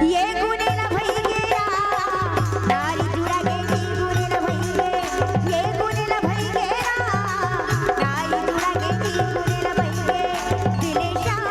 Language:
Chhattisgarhi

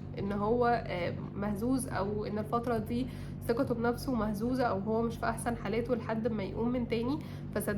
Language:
Egyptian Arabic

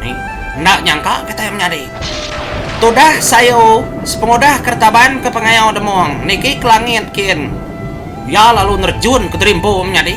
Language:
Iban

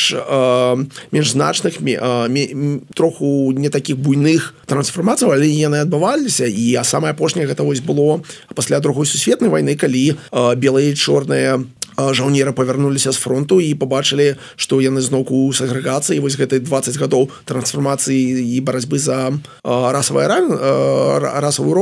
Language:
Belarusian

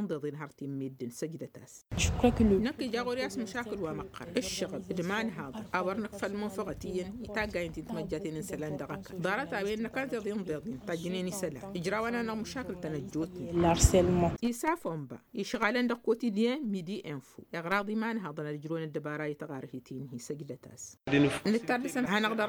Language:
Tamasheq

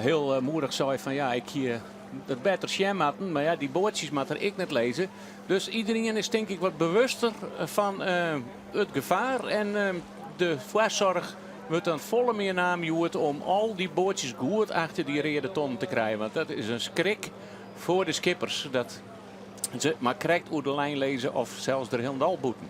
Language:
Western Frisian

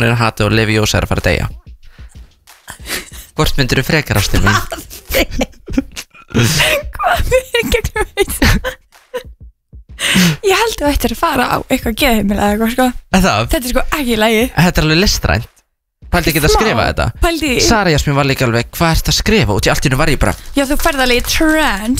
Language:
Icelandic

